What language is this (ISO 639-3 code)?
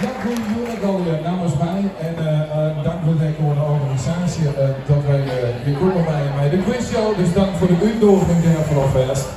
fry